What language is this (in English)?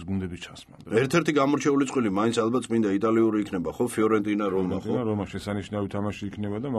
Georgian